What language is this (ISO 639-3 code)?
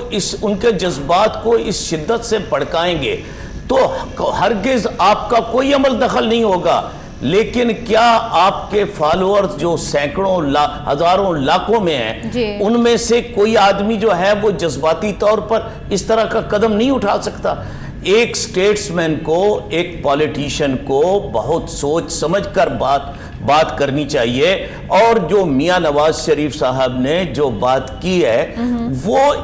urd